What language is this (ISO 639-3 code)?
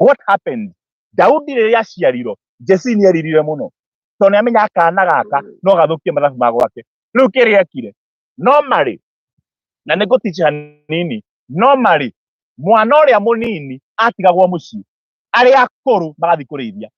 kik